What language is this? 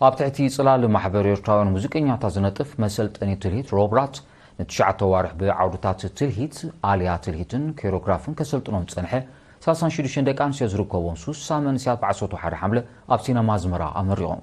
Tigrinya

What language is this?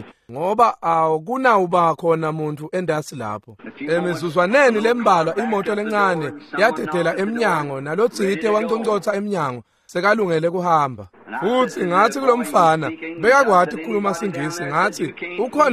Swati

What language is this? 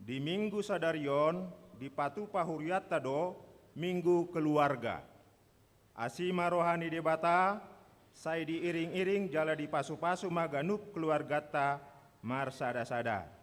Batak Toba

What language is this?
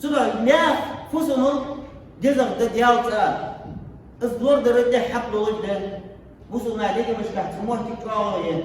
Ingush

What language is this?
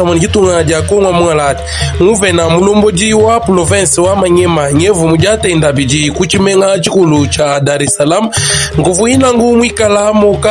Luba-Lulua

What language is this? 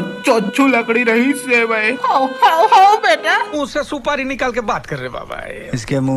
Chhattisgarhi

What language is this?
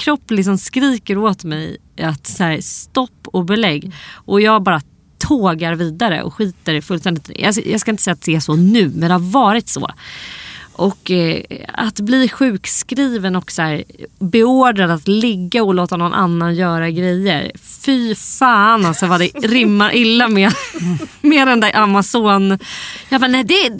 Swedish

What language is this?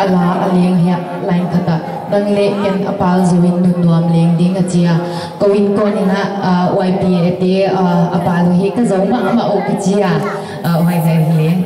Paite Chin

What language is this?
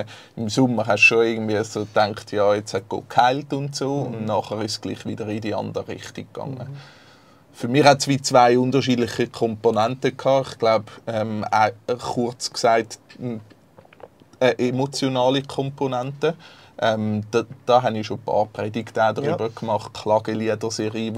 Swiss German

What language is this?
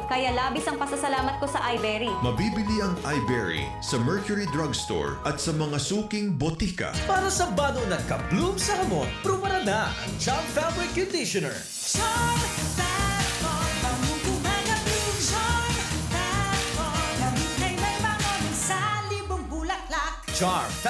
Bikol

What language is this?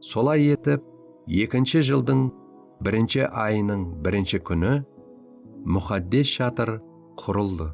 Kara-Kalpak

